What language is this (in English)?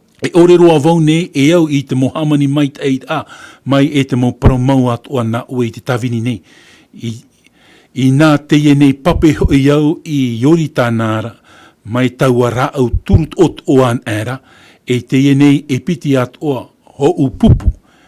Tahitian